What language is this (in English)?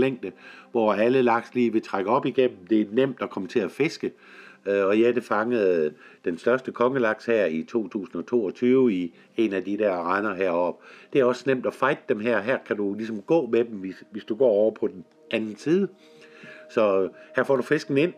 Danish